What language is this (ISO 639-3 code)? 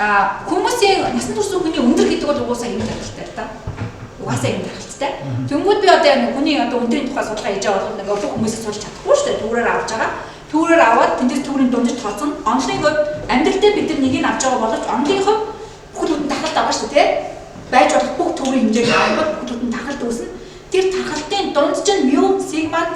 mon